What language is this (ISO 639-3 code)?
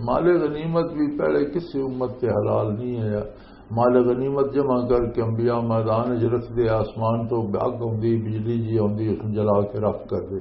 lah